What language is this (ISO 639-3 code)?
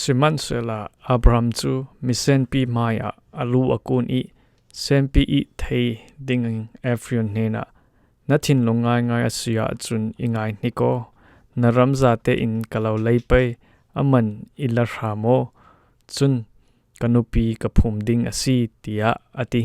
cfm